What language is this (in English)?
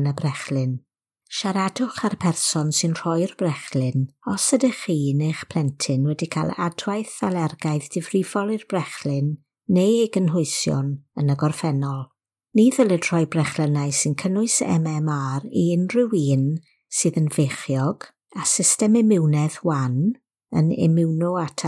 Welsh